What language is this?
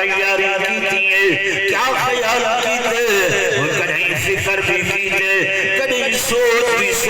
Saraiki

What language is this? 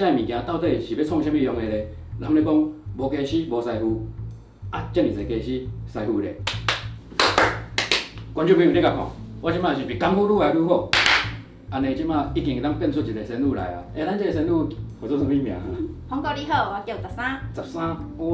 Min Nan Chinese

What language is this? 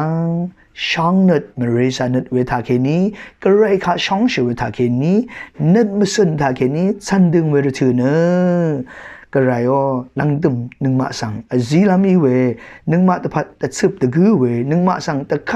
Rawang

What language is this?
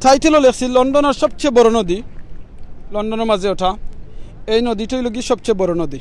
Sylheti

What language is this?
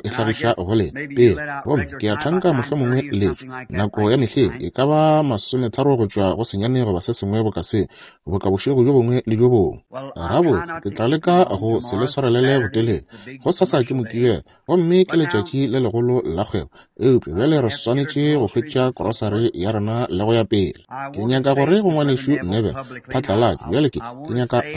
Northern Sotho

